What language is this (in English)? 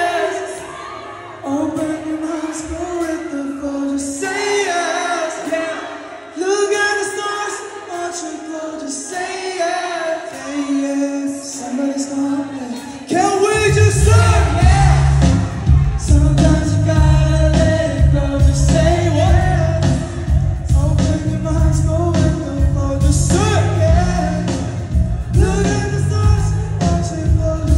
English